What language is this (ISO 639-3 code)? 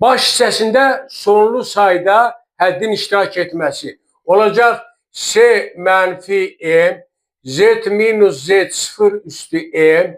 aze